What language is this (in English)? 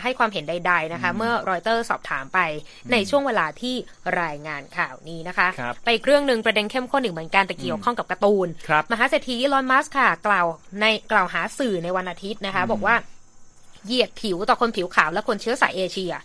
Thai